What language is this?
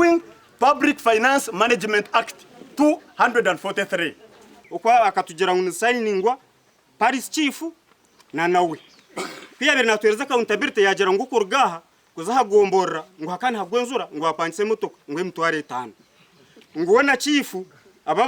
Nyankole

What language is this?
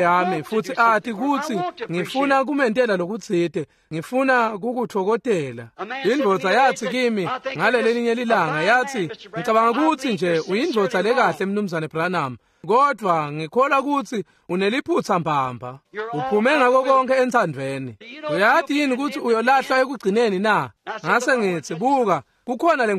Swati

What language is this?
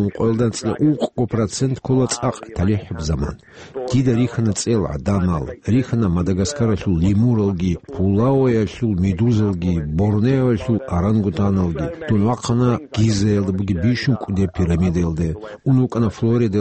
Avaric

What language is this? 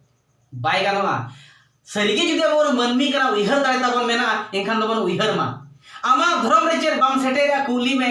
Santali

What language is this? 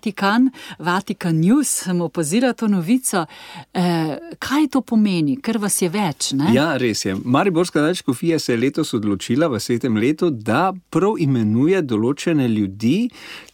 Slovenian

